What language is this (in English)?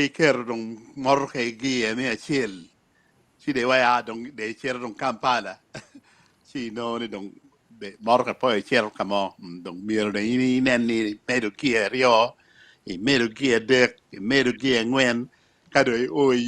Acoli